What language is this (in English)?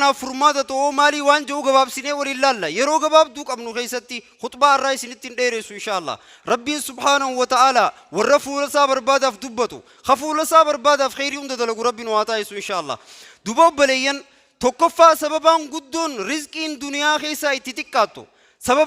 Oromo